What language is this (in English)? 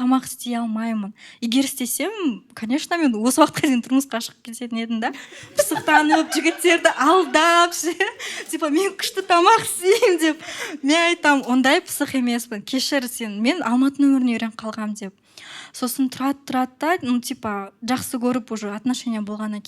Kazakh